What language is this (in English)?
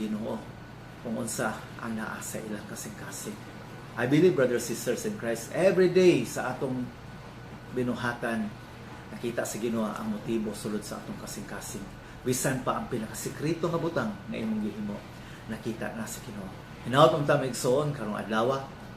Cebuano